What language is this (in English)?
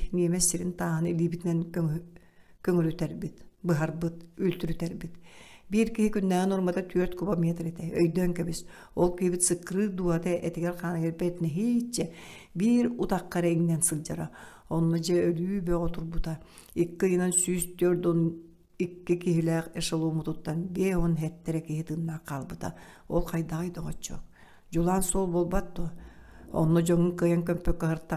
Yakut